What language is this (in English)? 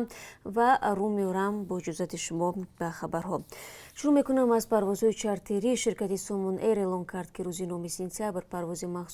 Tajik